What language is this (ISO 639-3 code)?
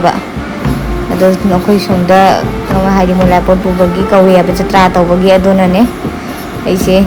mni